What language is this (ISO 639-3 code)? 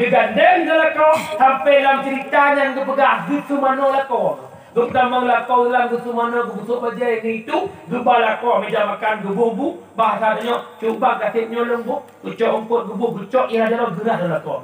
ace